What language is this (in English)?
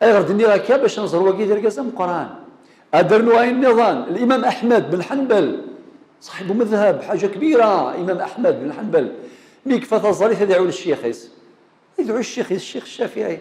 Kabyle